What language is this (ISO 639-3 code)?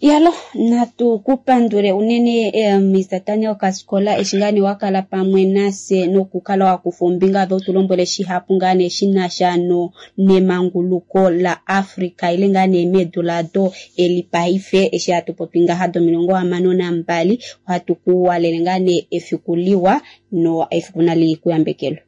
kua